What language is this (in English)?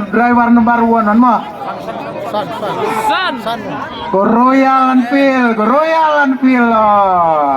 Khasi